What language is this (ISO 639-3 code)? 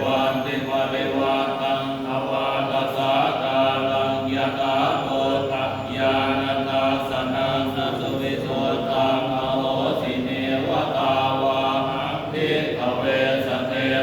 pli